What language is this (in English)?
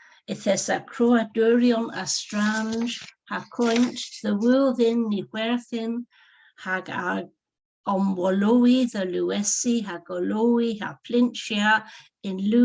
Cornish